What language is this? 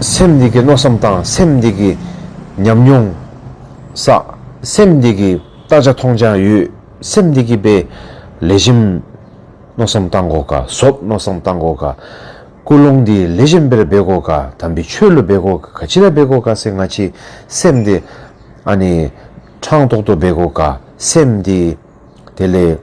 Dzongkha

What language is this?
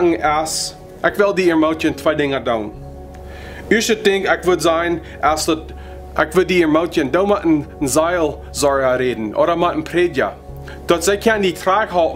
Plautdietsch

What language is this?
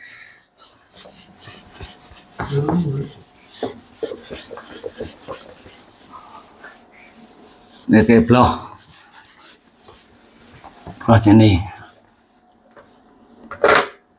Malay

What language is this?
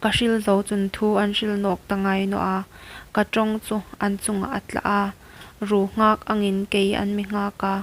Hmar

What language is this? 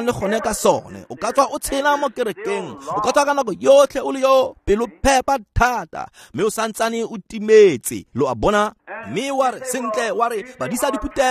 Tswana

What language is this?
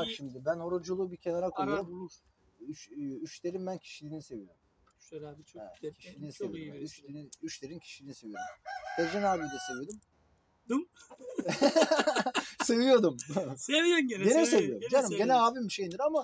Turkish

